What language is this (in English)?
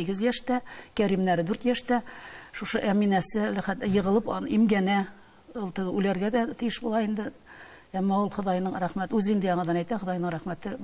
Tatar